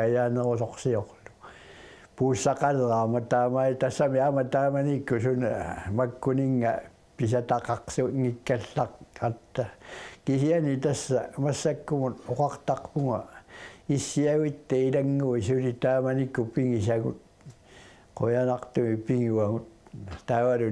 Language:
Kalaallisut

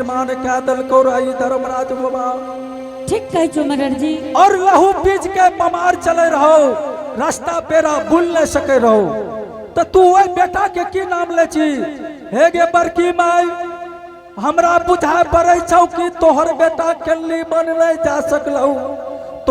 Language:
Angika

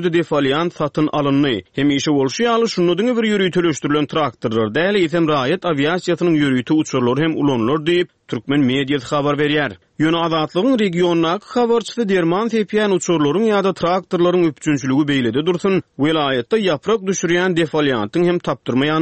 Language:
Turkmen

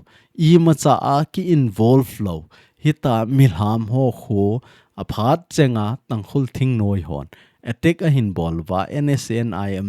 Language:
Thado Chin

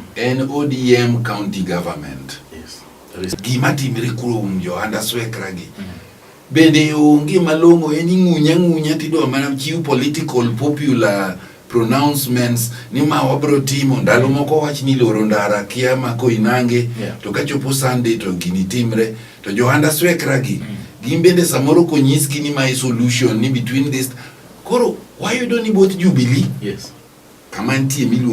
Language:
Luo (Kenya and Tanzania)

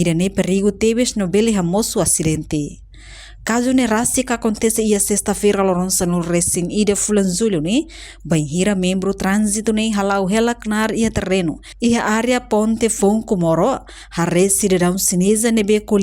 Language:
Tetum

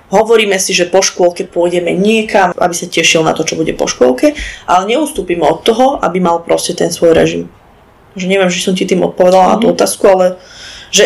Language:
Slovak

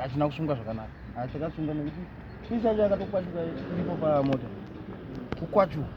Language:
Shona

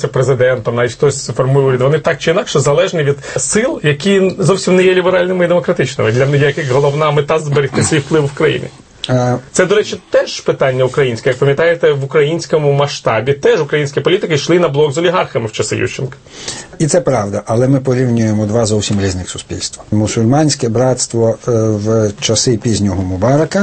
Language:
Ukrainian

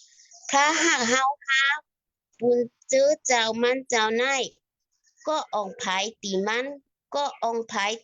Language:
Shan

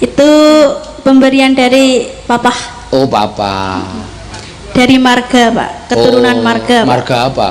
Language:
Javanese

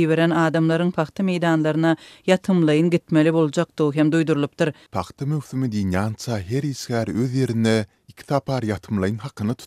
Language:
Turkmen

